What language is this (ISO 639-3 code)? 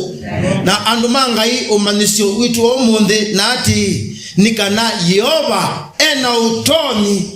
kam